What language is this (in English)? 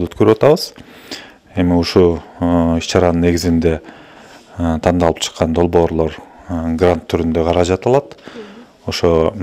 Kyrgyz